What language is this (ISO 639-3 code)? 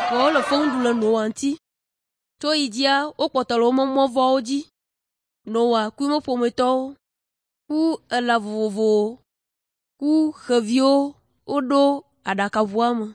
ewe